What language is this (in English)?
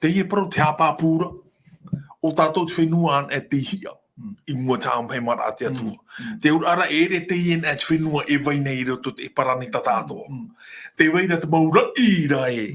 Tahitian